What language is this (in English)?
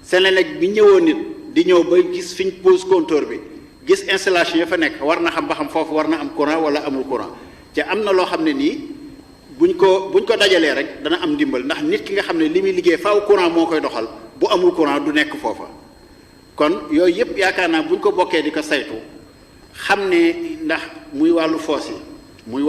Wolof